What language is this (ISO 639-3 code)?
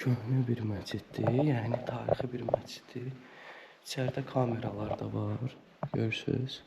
aze